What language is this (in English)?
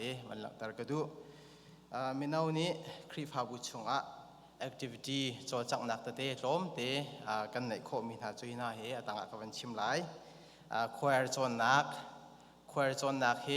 Hakha Chin